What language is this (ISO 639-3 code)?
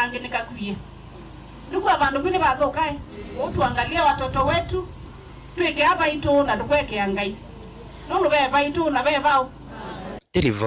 kam